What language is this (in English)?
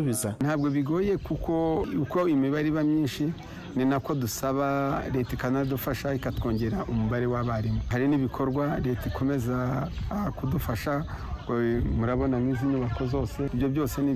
Kinyarwanda